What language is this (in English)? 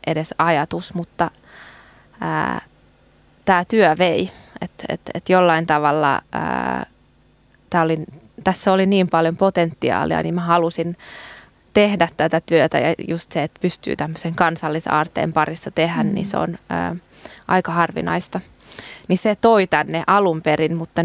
Finnish